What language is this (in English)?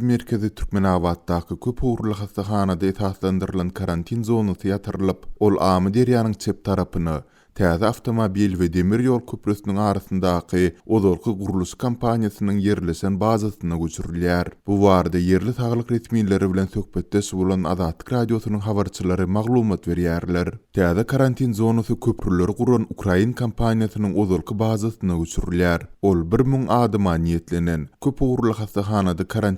Turkmen